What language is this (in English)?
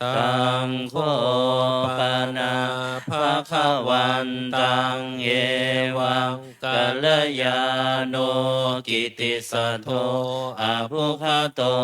Pali